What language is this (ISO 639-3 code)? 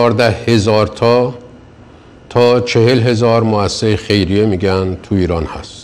fas